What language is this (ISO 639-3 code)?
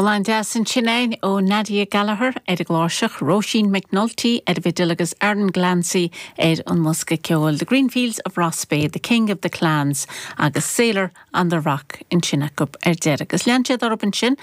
gle